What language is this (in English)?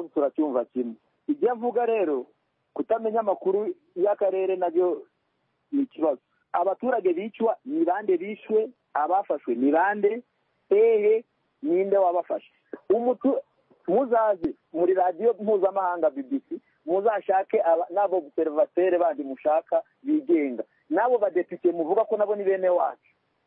Kinyarwanda